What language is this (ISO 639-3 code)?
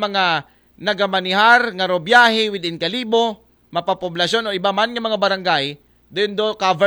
akl